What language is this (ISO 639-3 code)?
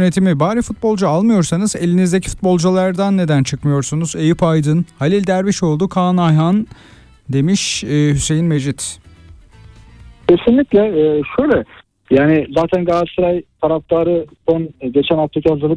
tur